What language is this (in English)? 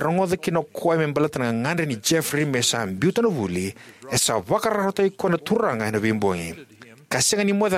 Fijian